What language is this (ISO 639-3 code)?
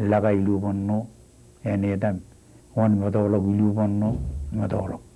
mah